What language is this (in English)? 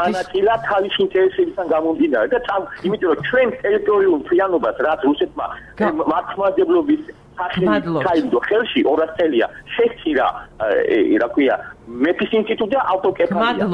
Georgian